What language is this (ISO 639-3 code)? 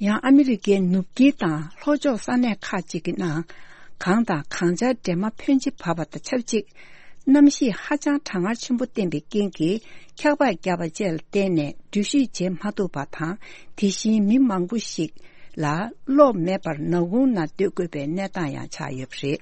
bod